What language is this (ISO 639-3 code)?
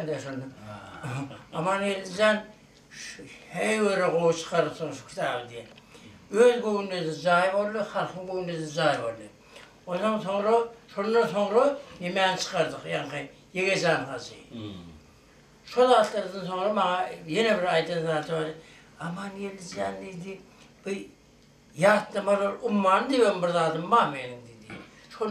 tuk